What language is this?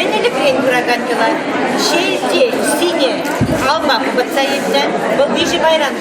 Chuvash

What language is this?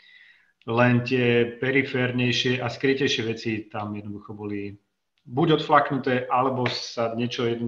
Slovak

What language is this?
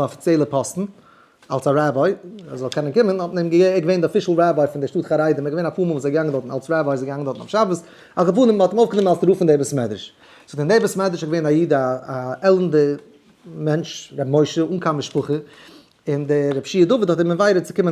Yiddish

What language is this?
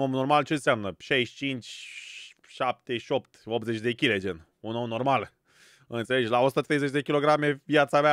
Romanian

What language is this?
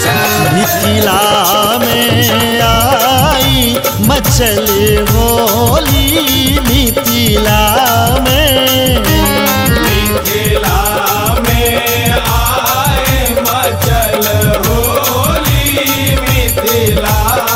Maithili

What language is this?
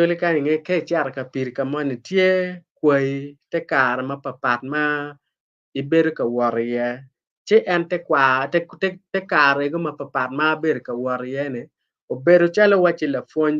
Acoli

